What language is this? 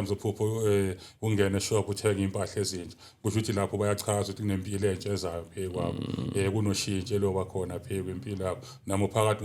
Zulu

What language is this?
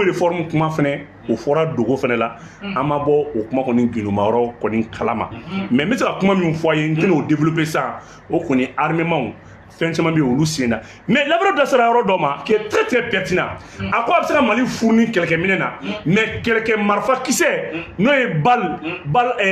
Bambara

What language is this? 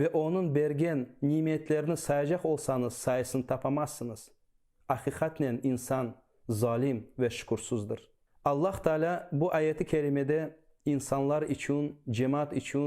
Crimean Tatar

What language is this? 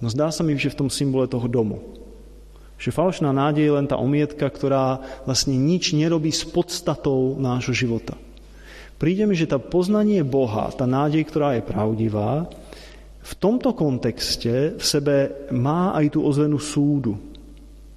Slovak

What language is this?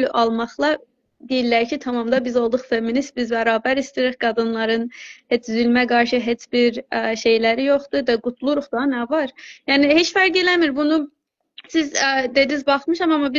South Azerbaijani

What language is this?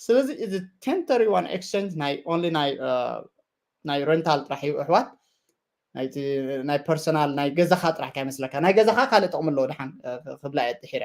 Tigrinya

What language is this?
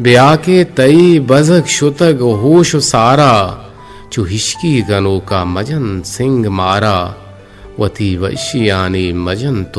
Eastern Balochi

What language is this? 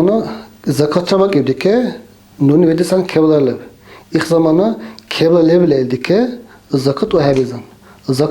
Dargwa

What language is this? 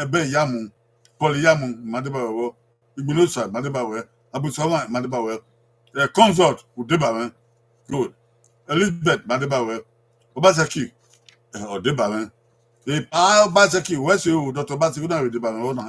Bini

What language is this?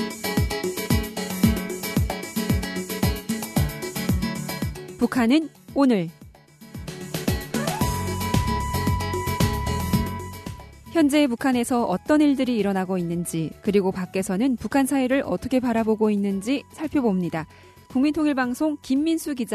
Korean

